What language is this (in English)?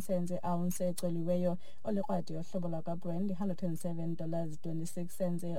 Xhosa